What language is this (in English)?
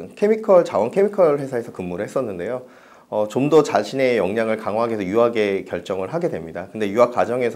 Korean